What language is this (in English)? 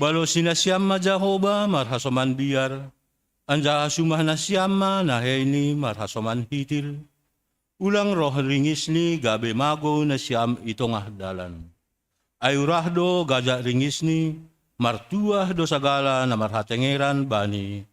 Batak Simalungun